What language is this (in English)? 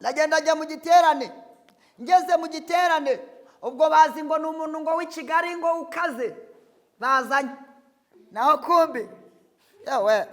Kinyarwanda